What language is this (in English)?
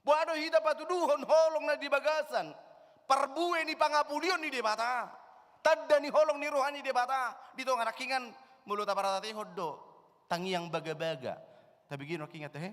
Batak Toba